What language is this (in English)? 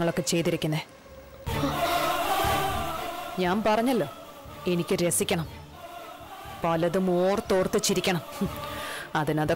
Malayalam